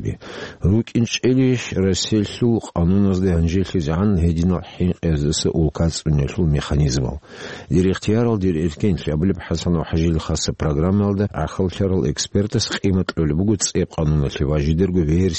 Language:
Avaric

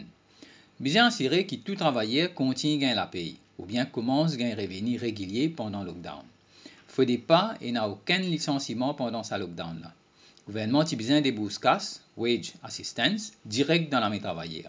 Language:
Morisyen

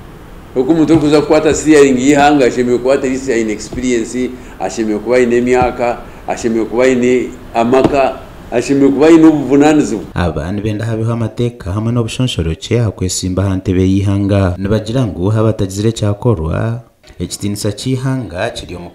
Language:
Nyankole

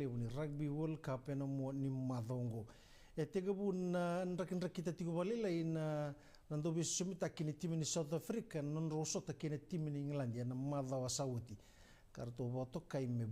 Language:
Fijian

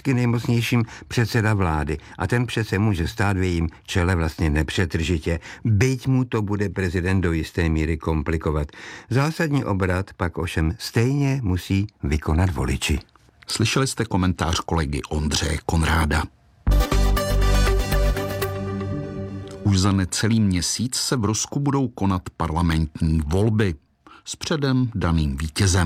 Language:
Czech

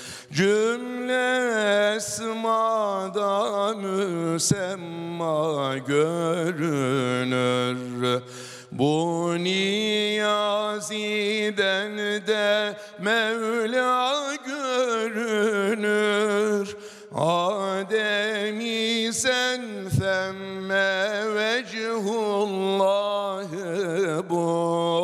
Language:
Turkish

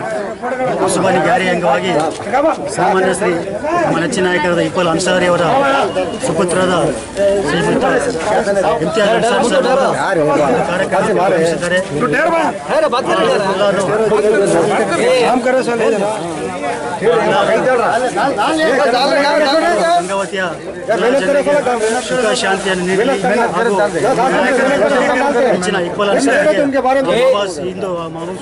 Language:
Kannada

